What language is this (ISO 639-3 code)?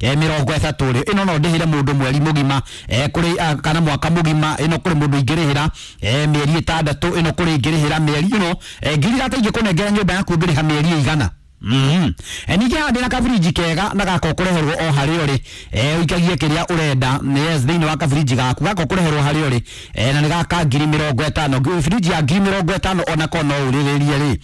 kik